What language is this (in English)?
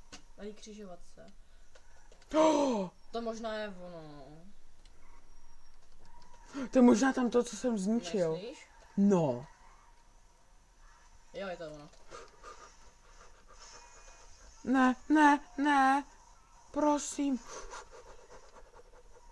Czech